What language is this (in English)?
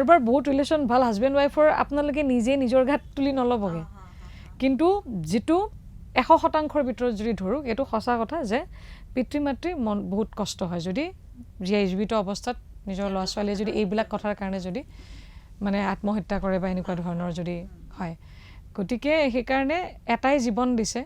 Assamese